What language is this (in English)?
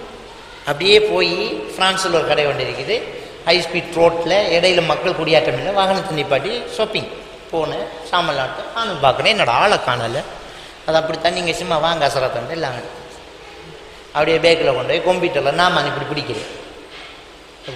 Tamil